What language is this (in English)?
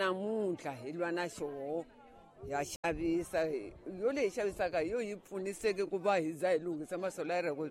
Tsonga